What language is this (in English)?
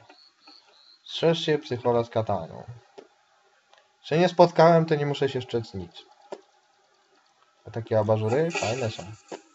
Polish